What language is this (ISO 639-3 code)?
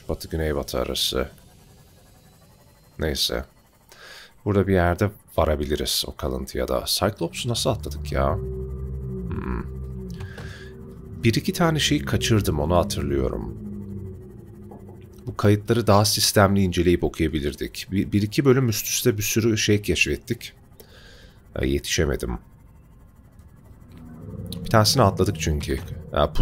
tur